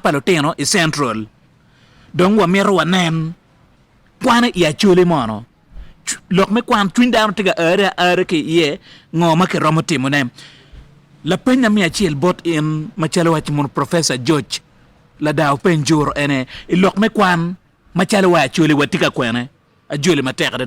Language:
Acoli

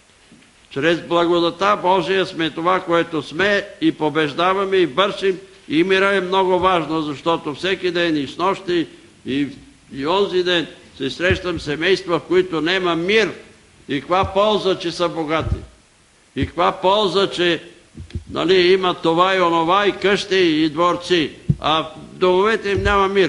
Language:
Bulgarian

